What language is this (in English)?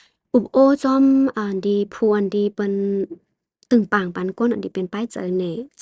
Shan